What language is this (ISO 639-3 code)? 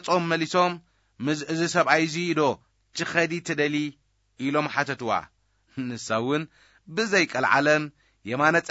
tir